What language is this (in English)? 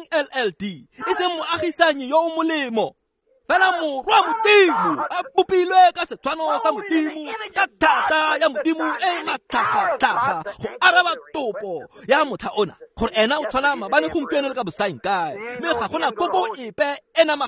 Tswana